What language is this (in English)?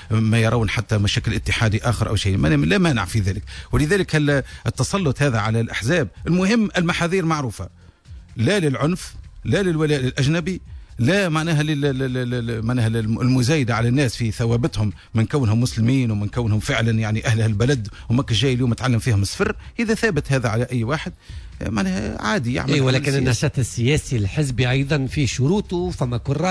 Tunisian Arabic